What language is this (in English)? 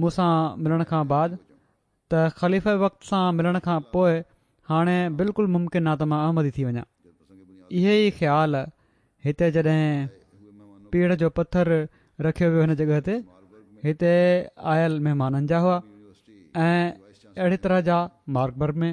Sindhi